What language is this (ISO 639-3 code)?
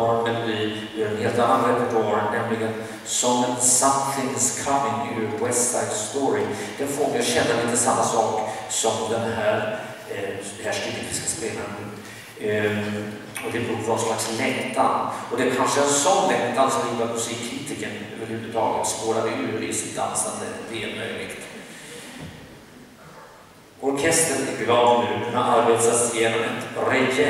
swe